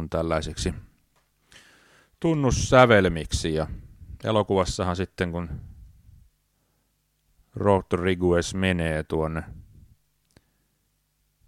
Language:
Finnish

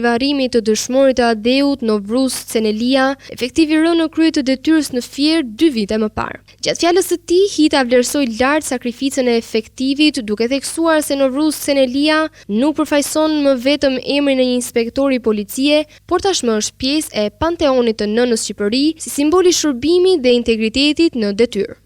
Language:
Albanian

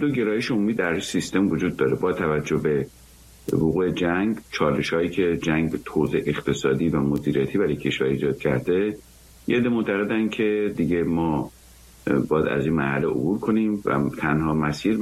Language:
Persian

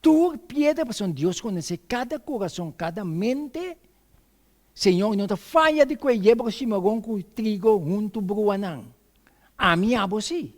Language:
Papiamento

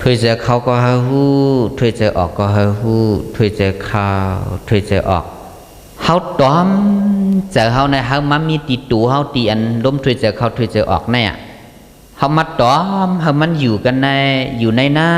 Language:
Shan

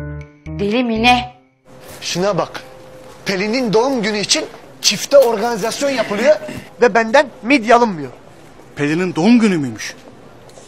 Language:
Turkish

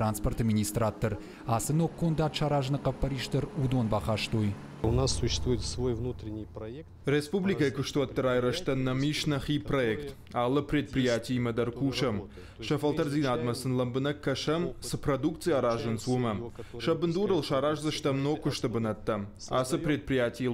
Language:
Ossetic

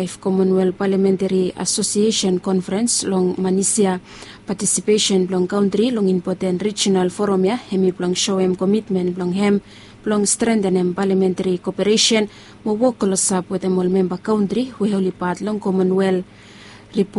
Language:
Bislama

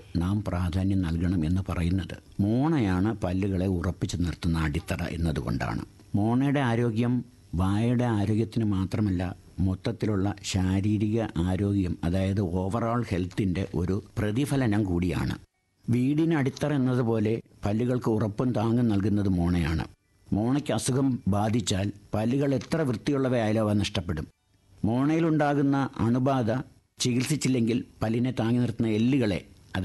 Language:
Malayalam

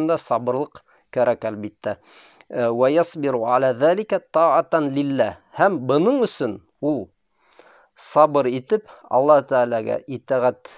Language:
Bashkir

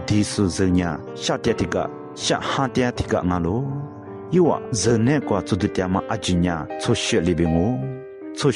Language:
Lisu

